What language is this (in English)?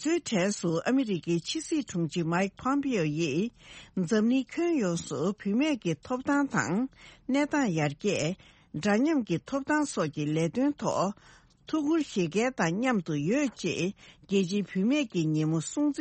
Tibetan